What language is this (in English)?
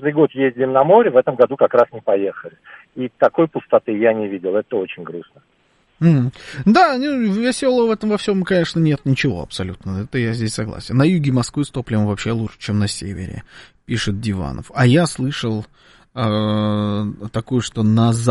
Russian